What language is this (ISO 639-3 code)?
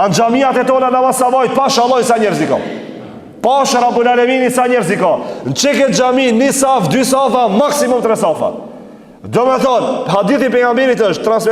sqi